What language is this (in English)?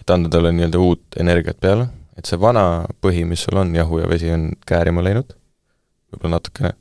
Estonian